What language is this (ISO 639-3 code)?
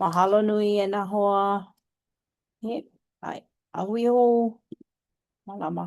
haw